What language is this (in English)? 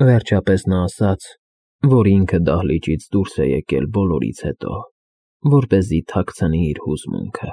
Armenian